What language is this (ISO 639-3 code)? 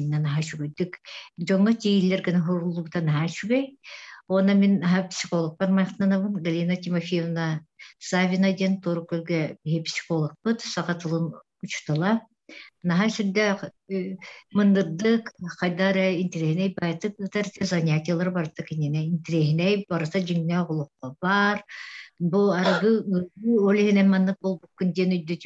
sah